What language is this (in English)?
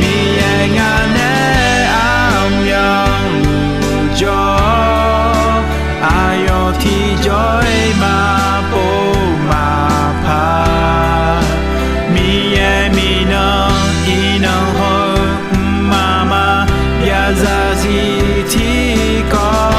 Akha